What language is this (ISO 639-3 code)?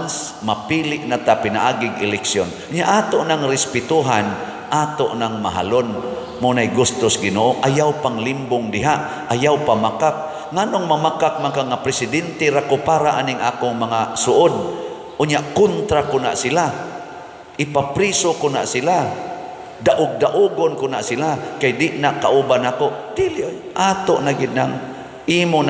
ceb